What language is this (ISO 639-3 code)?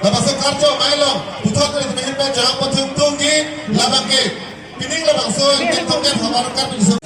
mjw